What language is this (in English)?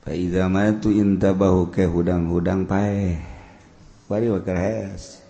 Sundanese